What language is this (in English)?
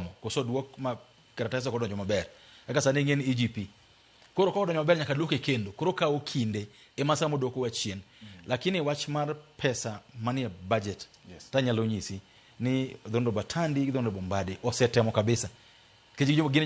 Luo (Kenya and Tanzania)